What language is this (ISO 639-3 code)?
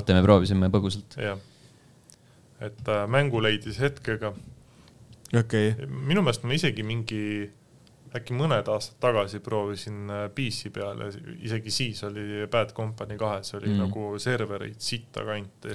est